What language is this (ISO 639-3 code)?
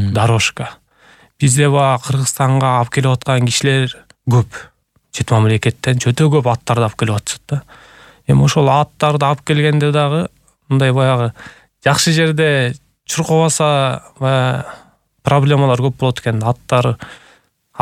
kir